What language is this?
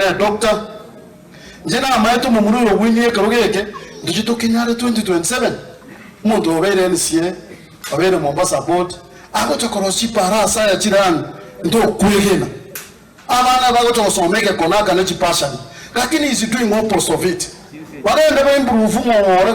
Gusii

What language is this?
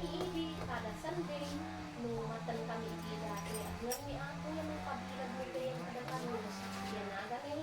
Isnag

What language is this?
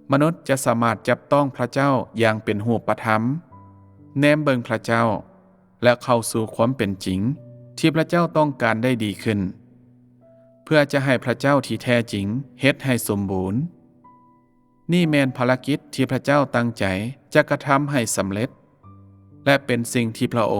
Lao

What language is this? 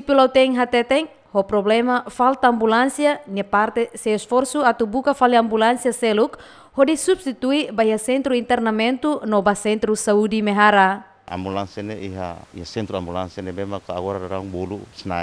Tetum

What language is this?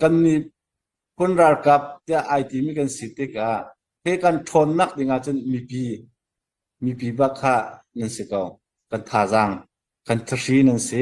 Hakha Chin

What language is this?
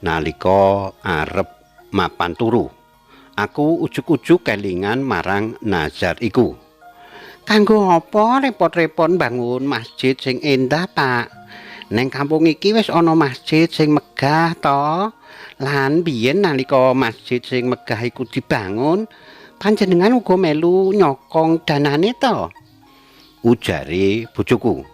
Javanese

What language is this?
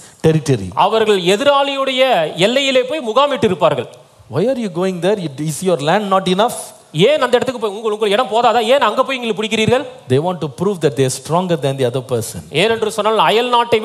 Tamil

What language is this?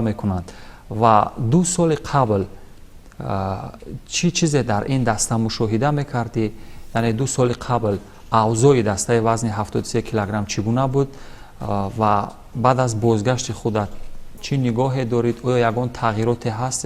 Tajik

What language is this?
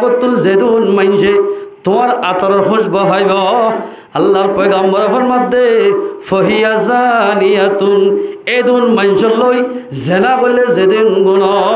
Rohingya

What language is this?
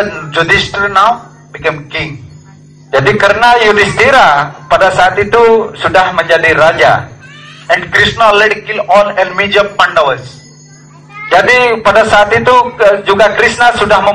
Indonesian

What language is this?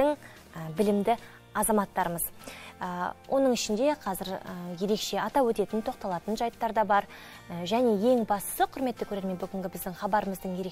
Kazakh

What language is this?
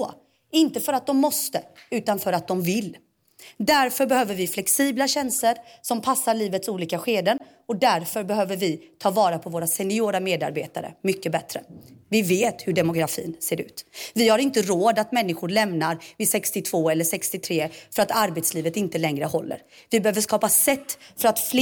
Swedish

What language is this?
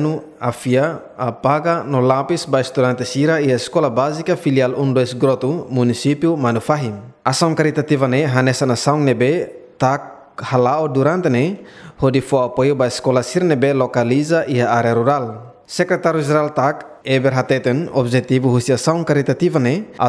Tetum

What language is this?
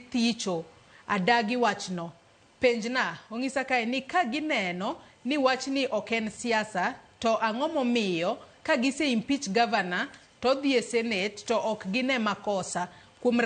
Luo (Kenya and Tanzania)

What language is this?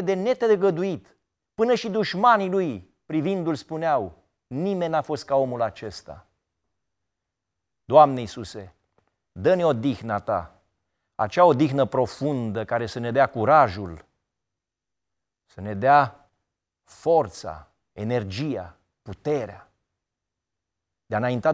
Romanian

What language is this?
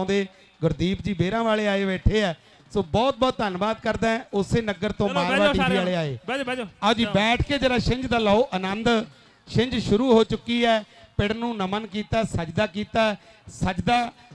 Punjabi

